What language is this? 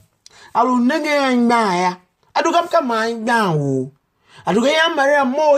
Tiv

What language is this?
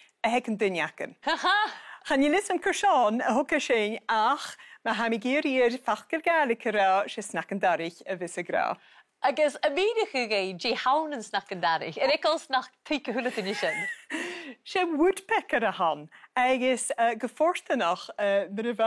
Scottish Gaelic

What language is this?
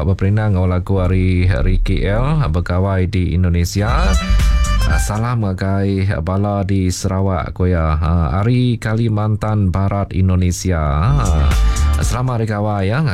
Iban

